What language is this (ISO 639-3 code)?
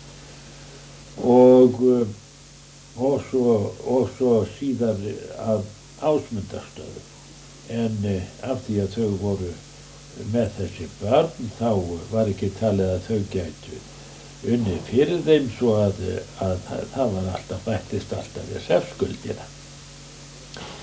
isl